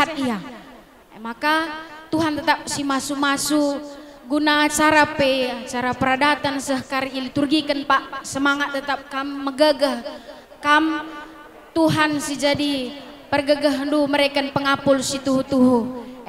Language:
Batak Karo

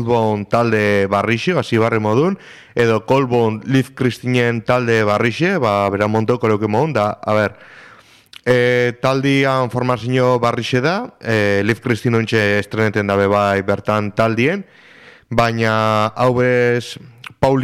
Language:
Basque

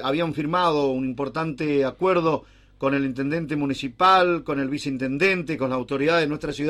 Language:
Spanish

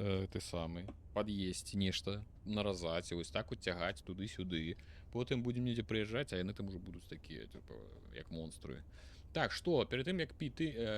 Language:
Belarusian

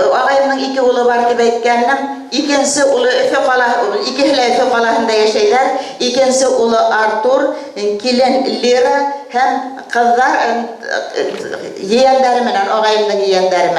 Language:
Bashkir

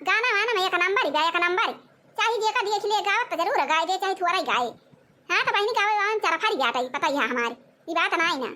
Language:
Awadhi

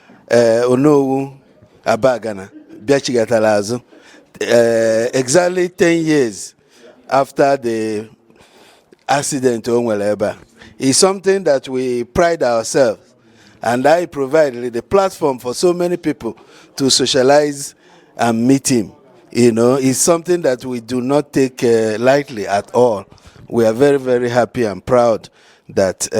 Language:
Igbo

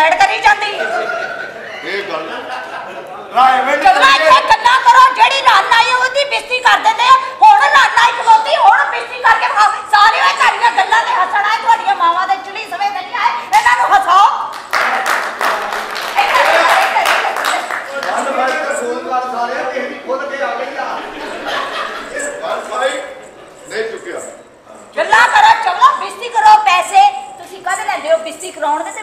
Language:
Punjabi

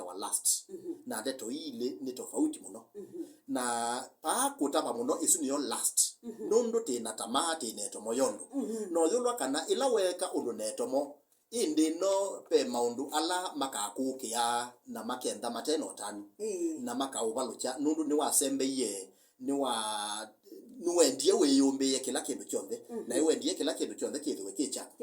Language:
Kamba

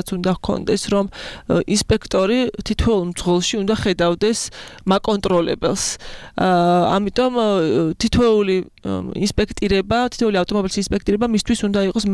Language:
Georgian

